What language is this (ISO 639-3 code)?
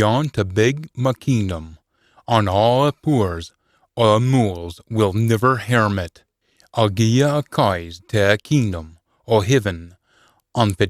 sco